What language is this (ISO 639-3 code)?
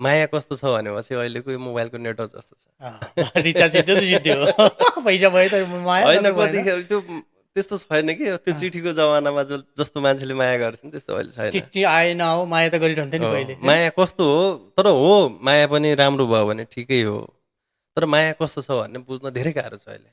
nep